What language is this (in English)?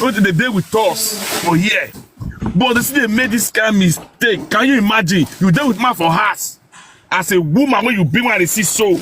Nigerian Pidgin